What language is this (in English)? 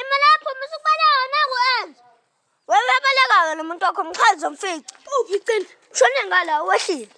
Zulu